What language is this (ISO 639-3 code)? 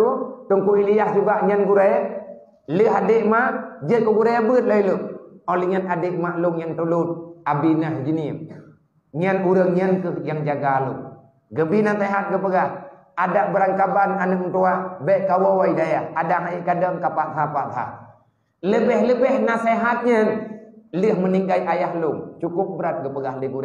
ace